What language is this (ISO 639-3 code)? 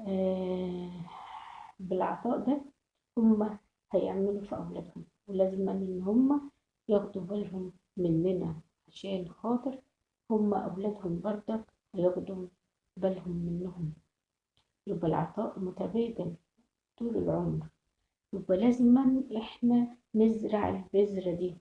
arz